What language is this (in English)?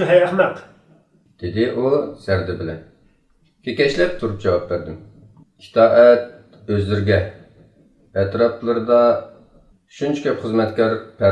Uyghur